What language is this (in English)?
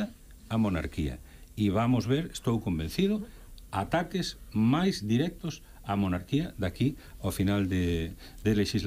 Galician